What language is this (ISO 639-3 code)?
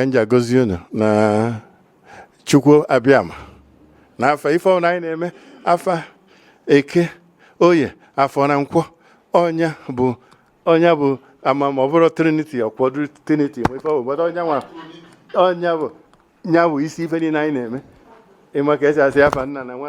ibo